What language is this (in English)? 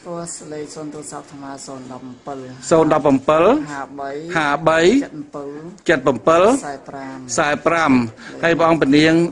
Khmer